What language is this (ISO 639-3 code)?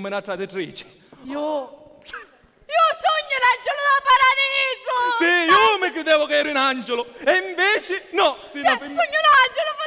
scn